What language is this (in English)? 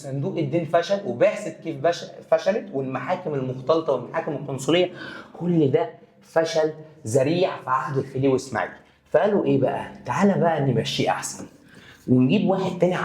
Egyptian Arabic